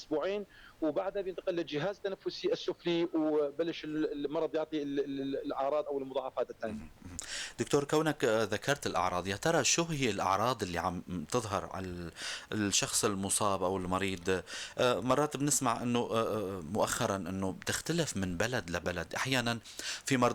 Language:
North Levantine Arabic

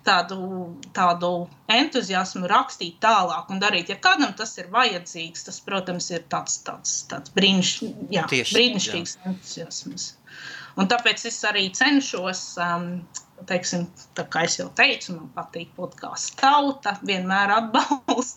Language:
Latvian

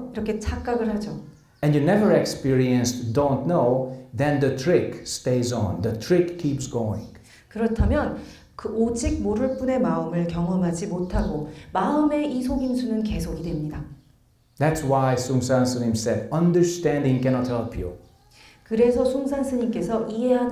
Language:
Korean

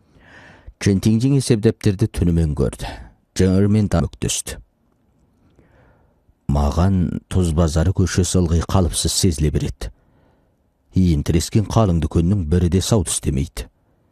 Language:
Kazakh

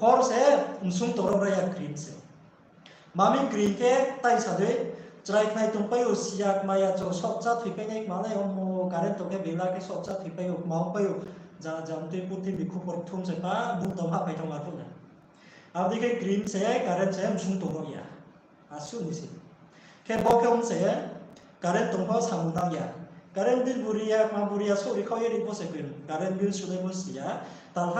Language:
Riang (India)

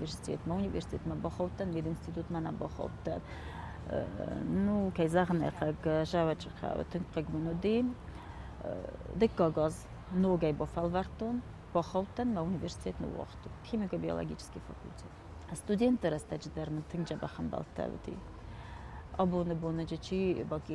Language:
Ossetic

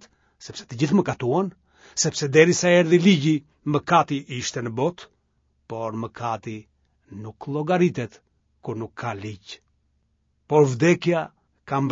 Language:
Albanian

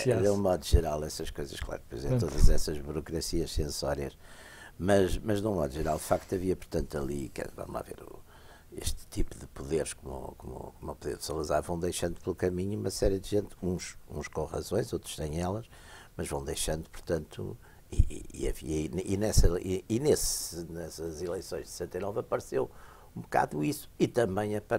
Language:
Portuguese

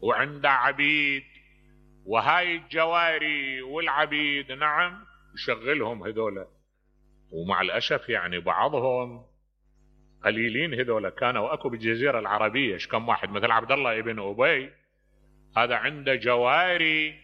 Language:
Mesopotamian Arabic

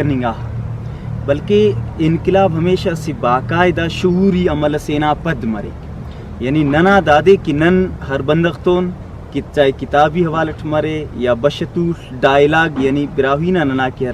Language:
Brahui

